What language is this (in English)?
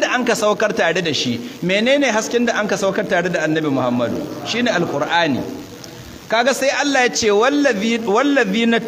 Hausa